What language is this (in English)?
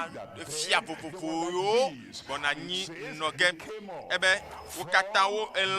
Ewe